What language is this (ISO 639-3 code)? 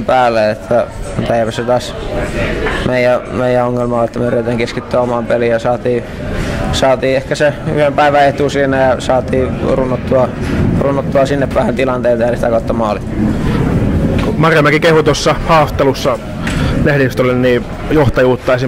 fin